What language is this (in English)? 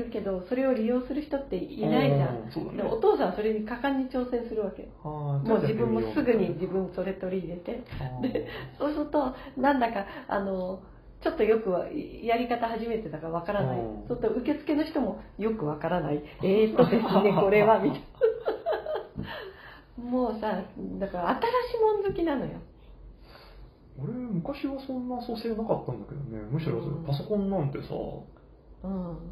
Japanese